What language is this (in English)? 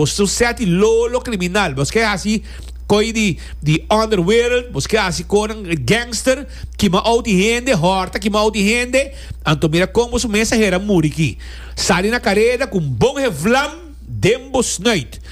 Papiamento